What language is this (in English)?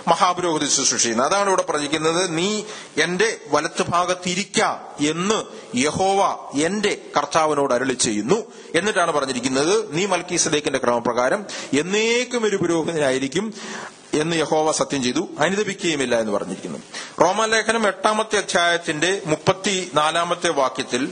Malayalam